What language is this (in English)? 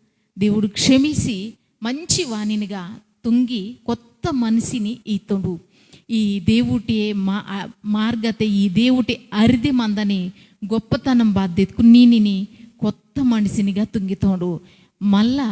Koya